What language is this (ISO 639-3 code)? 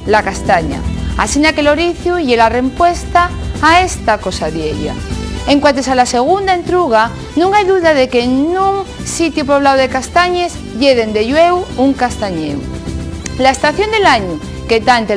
ast